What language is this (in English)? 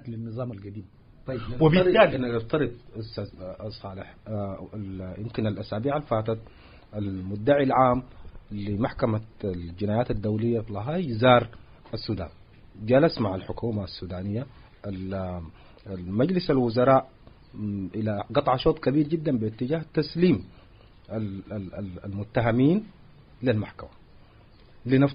Sudanese Arabic